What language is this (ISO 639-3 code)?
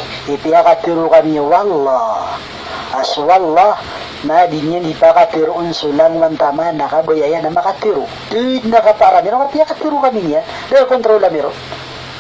mrw